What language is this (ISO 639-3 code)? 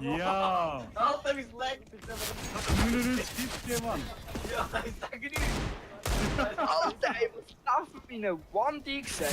gsw